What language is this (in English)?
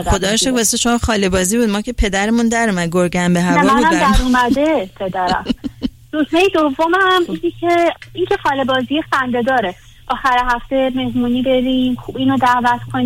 Persian